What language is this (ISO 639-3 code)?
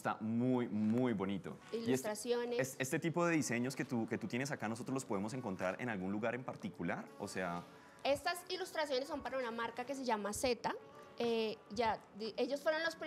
spa